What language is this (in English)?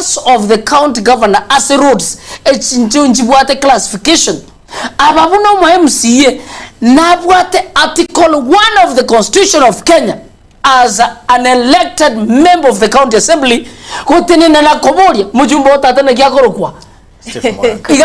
Gusii